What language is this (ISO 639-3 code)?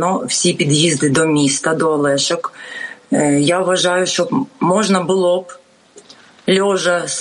ukr